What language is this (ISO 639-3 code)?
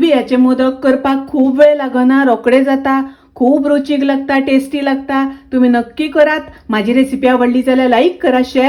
kok